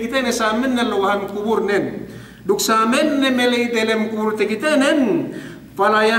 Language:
Yakan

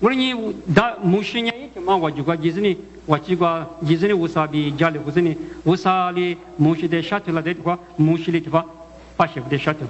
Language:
Lisu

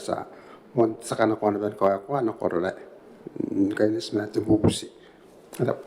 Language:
Gilbertese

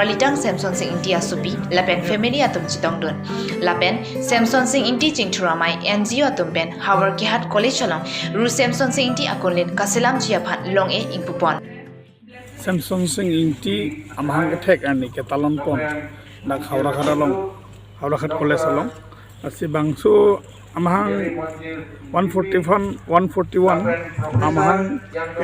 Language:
Karbi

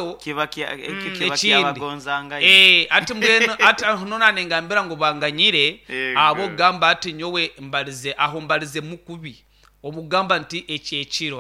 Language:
Nyankole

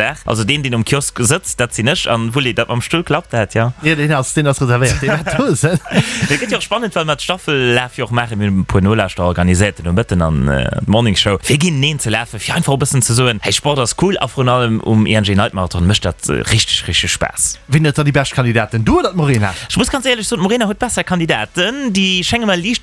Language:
Luxembourgish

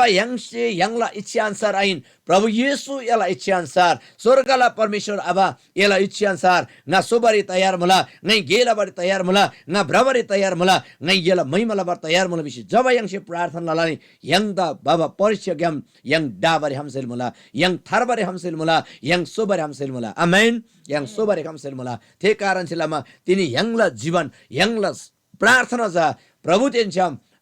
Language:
Eastern Tamang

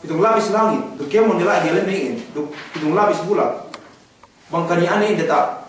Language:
Yakan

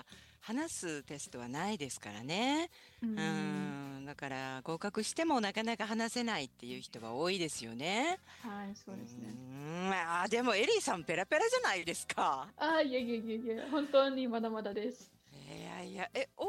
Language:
Japanese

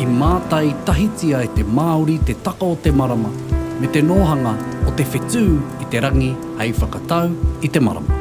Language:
Māori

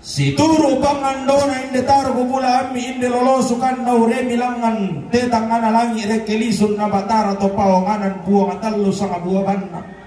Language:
Toraja-Sa'dan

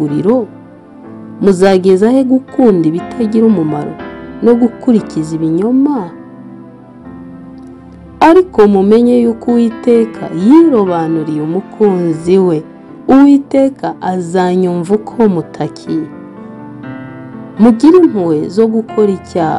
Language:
Kinyarwanda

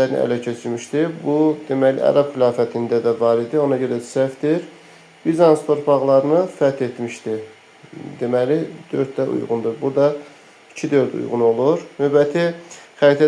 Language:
Azerbaijani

